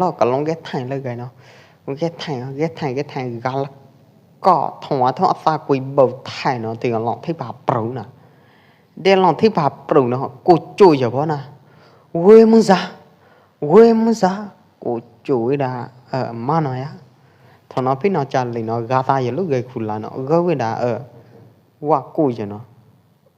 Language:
Pwo Eastern Karen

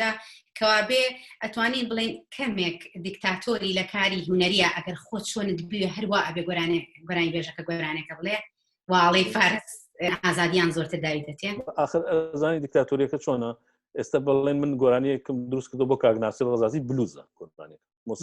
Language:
Central Kurdish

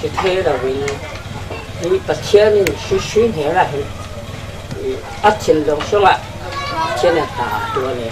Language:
Falam Chin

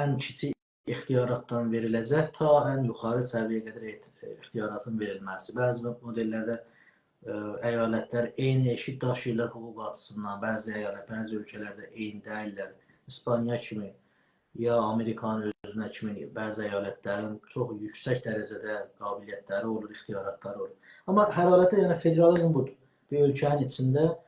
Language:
South Azerbaijani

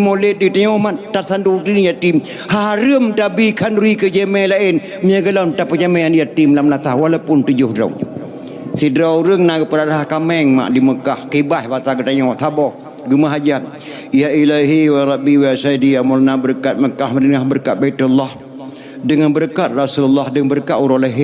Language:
Achinese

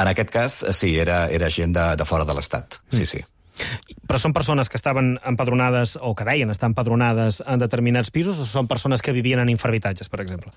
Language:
Catalan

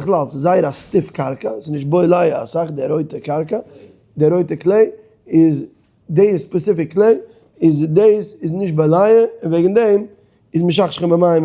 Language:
Yiddish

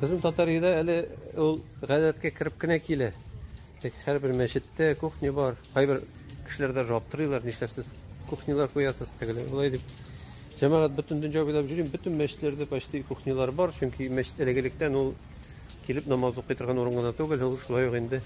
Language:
Tatar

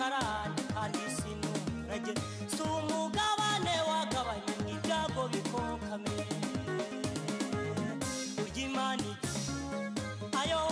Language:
Kinyarwanda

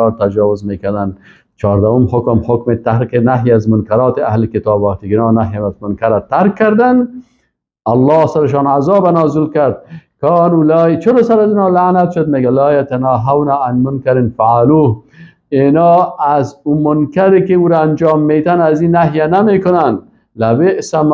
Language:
Persian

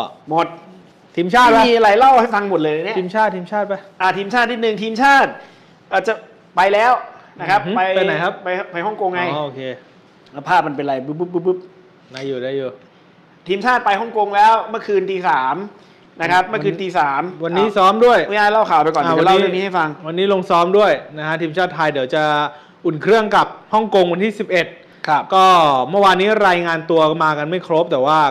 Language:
Thai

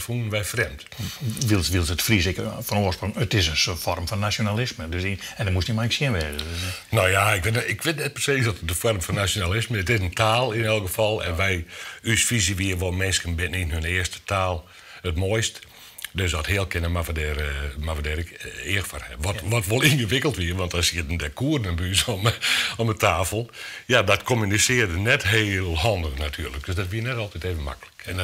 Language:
Western Frisian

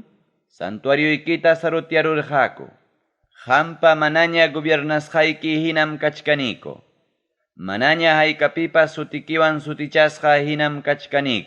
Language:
Ayacucho Quechua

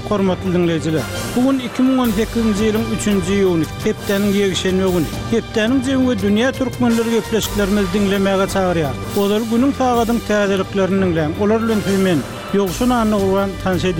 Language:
Turkmen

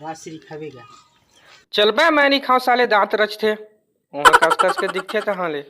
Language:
Chhattisgarhi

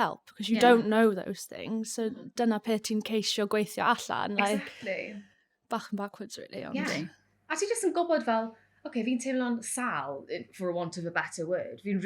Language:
Welsh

